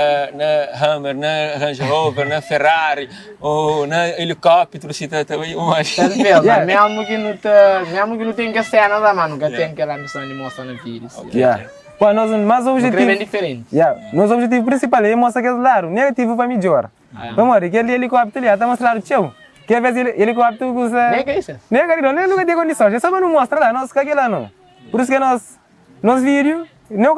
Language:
Kabuverdianu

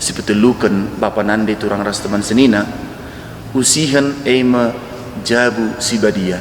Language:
Batak Karo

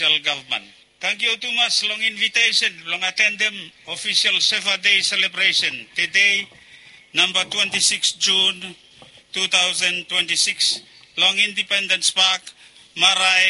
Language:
Bislama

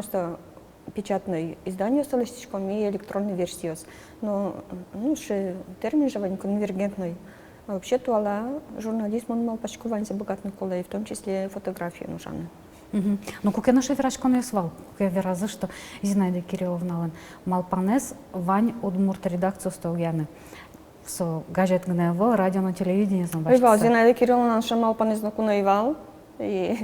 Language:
Udmurt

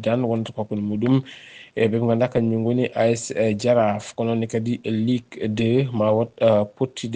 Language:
Fula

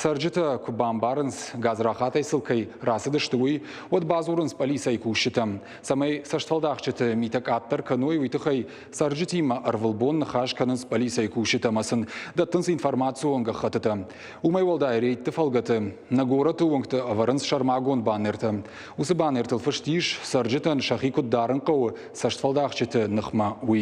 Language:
Ossetic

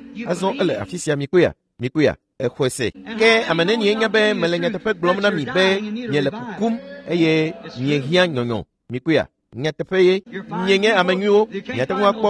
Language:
Ewe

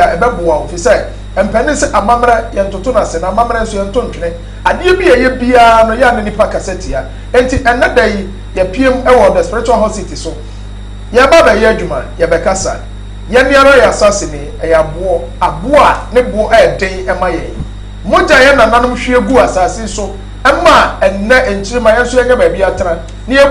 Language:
Akan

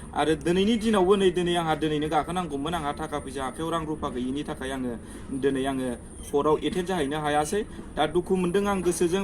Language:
Bodo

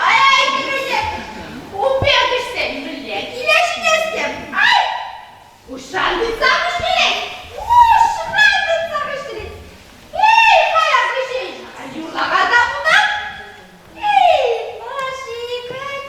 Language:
Chuvash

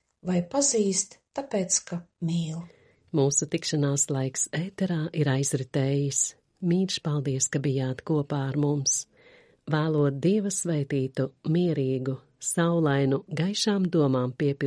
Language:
Latvian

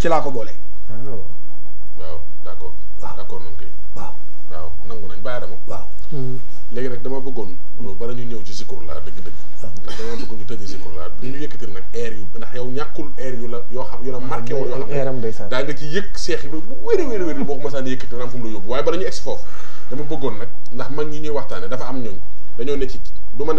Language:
Wolof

